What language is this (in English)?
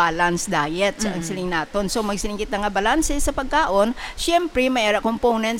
Hiligaynon